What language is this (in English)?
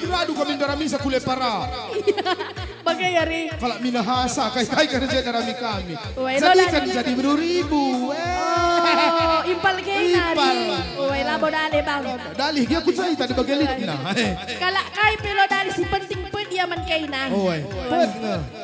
Batak Karo